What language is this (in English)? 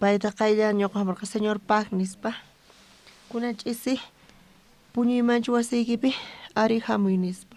South Bolivian Quechua